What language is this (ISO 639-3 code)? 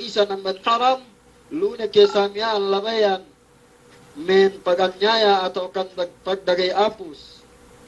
yka